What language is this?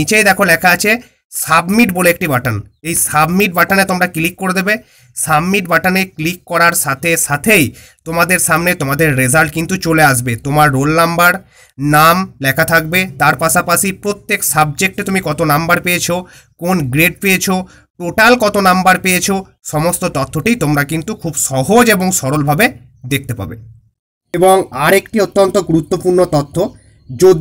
Bangla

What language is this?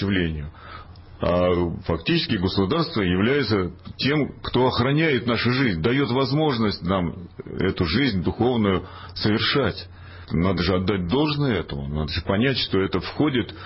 Russian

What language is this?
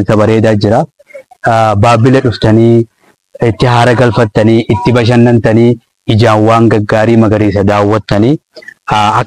Oromo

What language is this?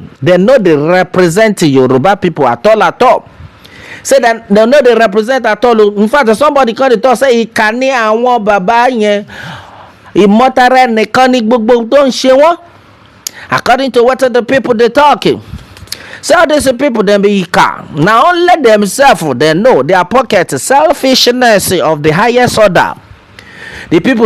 Nigerian Pidgin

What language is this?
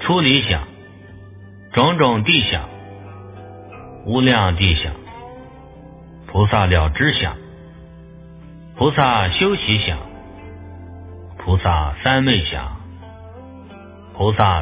Chinese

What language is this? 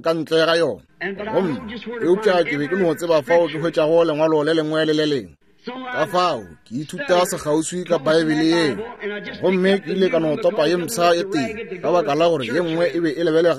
Northern Sotho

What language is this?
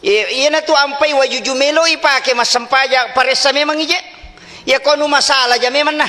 Buginese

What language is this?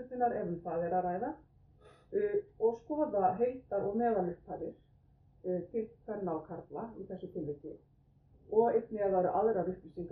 Icelandic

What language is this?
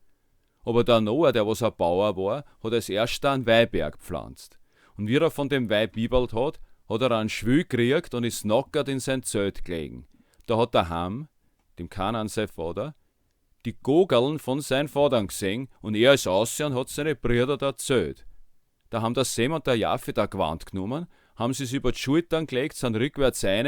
Bavarian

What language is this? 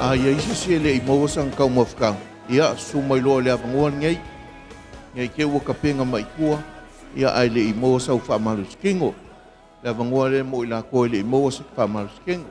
Samoan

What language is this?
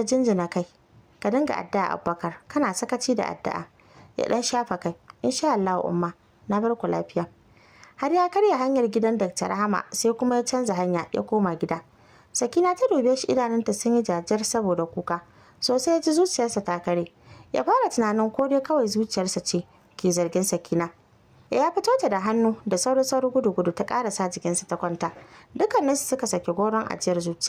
Hausa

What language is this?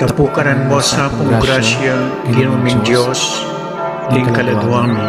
Pampanga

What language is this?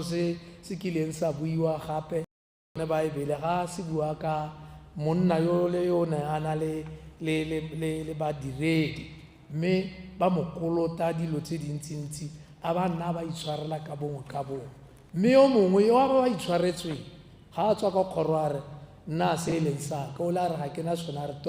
Tswana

